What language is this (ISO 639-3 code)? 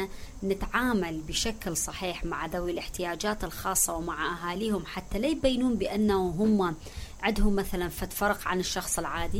acm